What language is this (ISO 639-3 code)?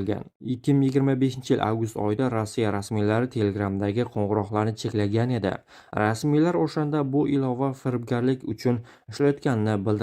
uzb